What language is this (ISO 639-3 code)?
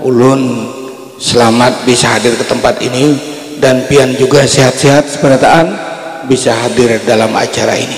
bjn